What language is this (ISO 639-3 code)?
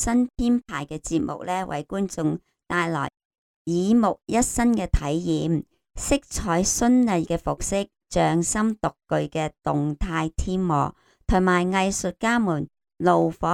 yue